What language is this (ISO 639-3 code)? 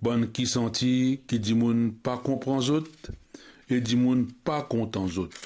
mfe